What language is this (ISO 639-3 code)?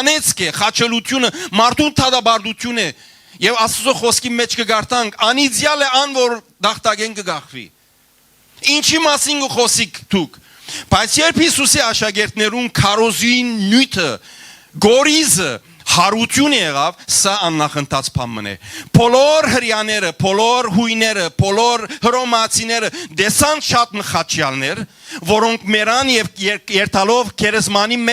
hyw